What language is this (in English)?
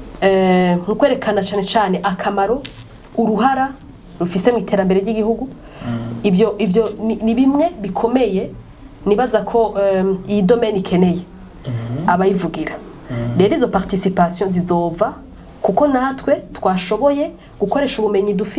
Rundi